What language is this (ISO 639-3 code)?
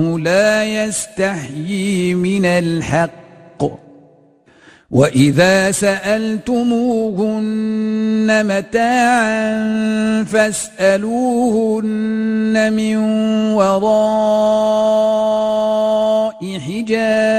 ara